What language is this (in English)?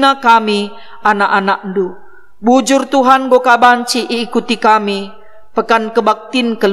Batak Karo